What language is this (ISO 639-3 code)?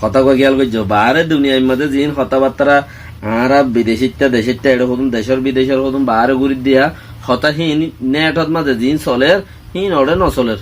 rhg